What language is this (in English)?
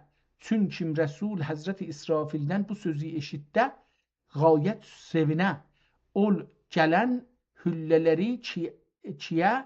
South Azerbaijani